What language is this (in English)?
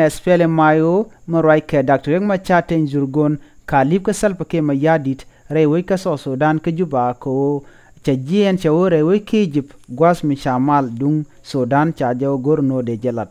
Nuer